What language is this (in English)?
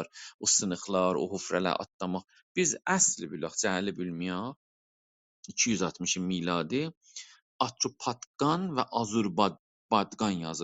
South Azerbaijani